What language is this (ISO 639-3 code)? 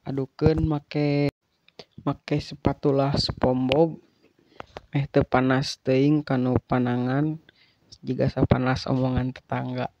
sun